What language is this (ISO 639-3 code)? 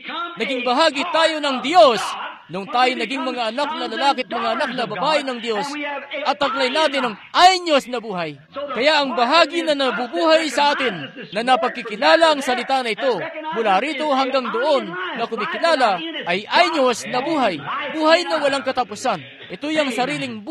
fil